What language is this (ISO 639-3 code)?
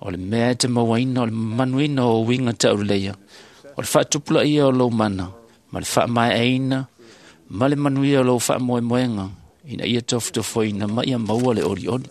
smo